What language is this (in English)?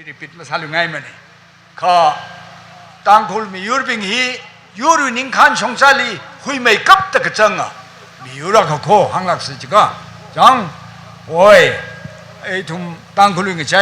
Tangkhul Naga (India)